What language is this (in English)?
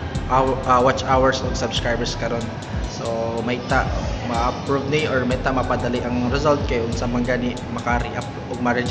Cebuano